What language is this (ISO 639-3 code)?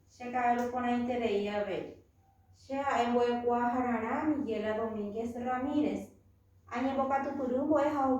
grn